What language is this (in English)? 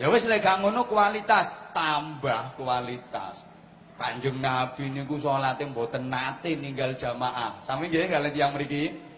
Javanese